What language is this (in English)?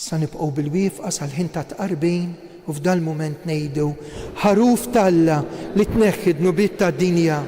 Maltese